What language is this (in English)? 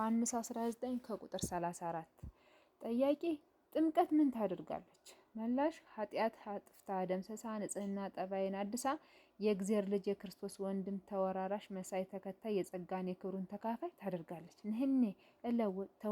Amharic